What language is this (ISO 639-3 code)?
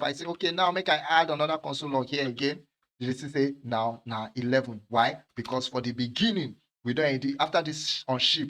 pcm